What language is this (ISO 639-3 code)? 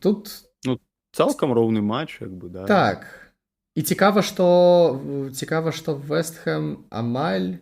bel